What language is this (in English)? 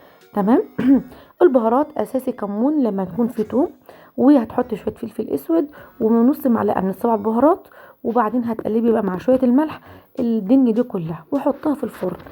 Egyptian Arabic